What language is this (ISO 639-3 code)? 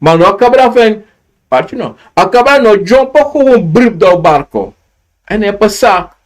srn